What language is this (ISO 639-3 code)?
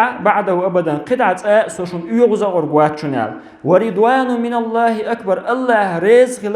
che